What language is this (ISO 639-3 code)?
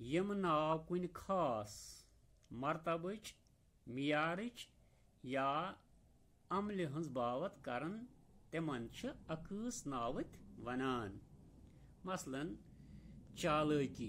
kas